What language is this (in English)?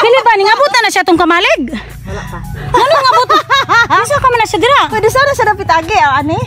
Cebuano